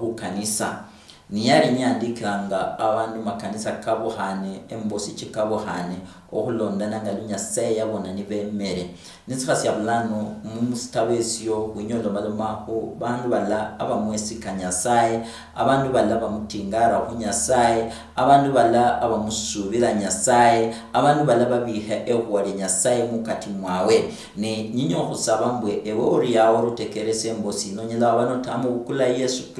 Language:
Luyia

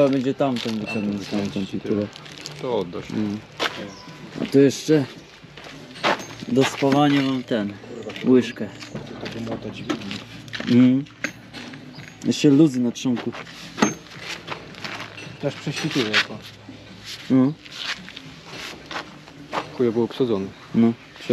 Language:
Polish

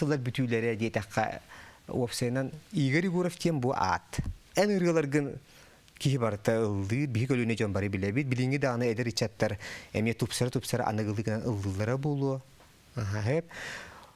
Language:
Yakut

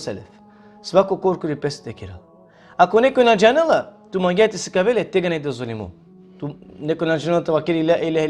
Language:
Balkan Romani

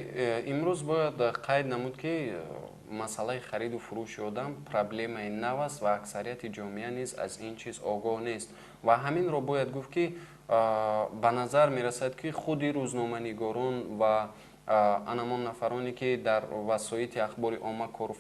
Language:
Tajik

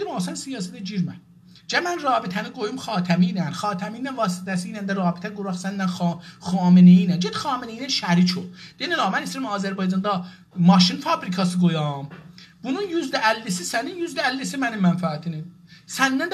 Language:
South Azerbaijani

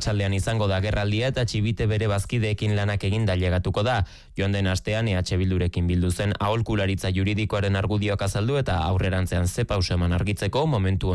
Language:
Basque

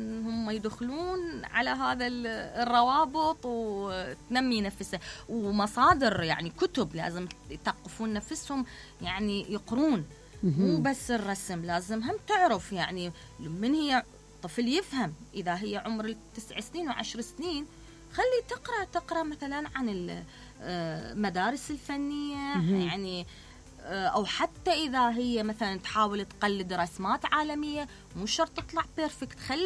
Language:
Mesopotamian Arabic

